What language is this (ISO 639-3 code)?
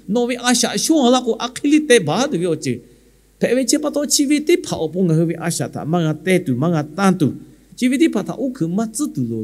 lhu